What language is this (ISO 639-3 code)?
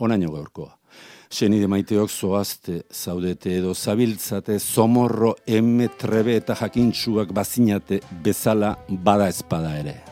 eus